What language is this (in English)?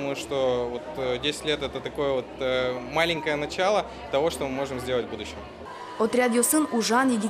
Udmurt